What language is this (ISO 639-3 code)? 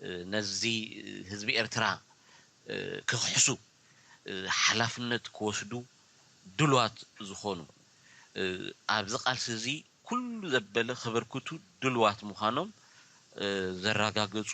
tir